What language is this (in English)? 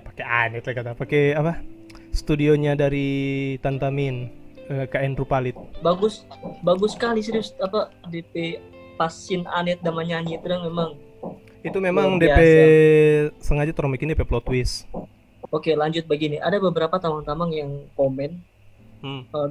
Manado Malay